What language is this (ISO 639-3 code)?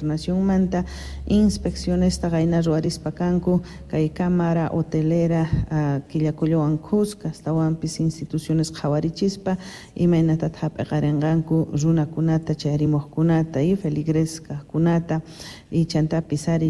que